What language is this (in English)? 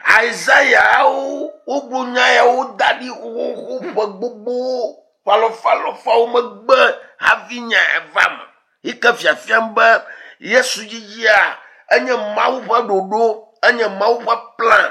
Ewe